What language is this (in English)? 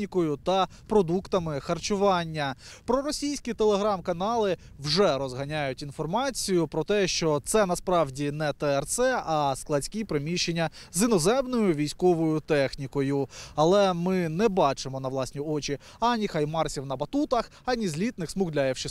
Ukrainian